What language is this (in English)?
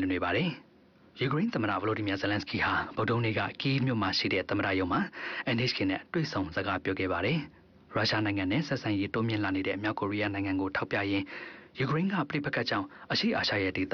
Burmese